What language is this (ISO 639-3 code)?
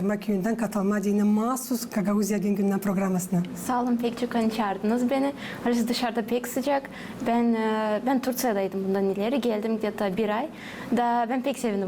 gag